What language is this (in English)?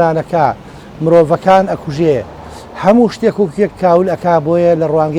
Central Kurdish